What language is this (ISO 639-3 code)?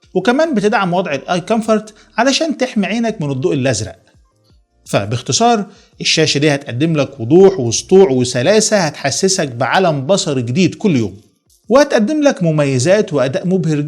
arz